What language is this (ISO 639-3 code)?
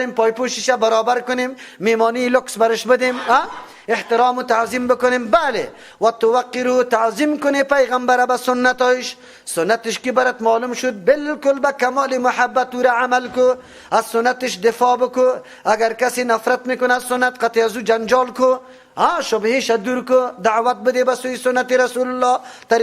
fas